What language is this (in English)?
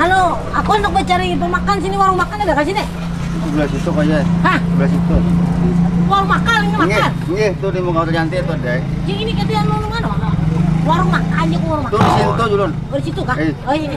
Banjar